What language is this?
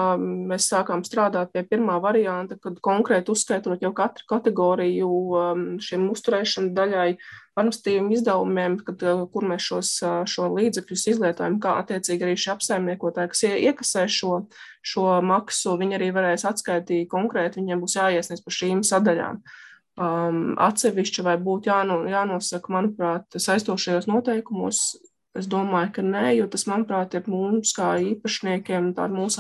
Latvian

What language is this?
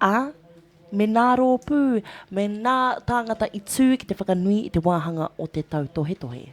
Māori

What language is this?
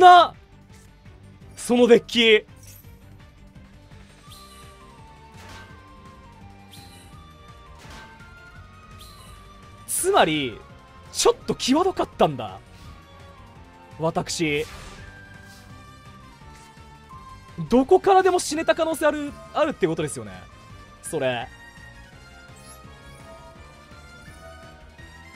Japanese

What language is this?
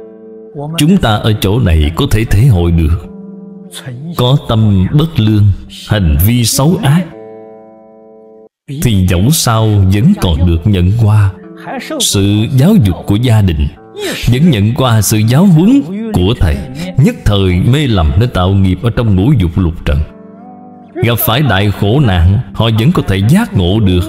Vietnamese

